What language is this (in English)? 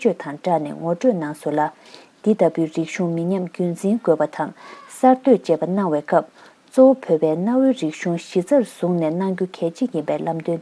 Tibetan